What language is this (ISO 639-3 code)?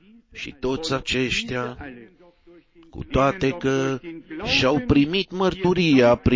ron